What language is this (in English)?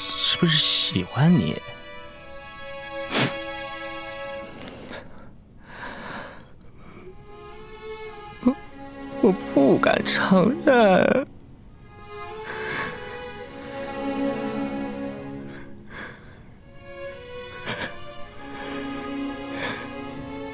Chinese